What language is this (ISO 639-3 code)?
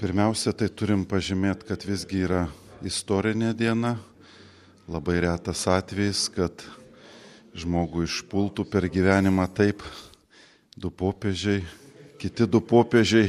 lit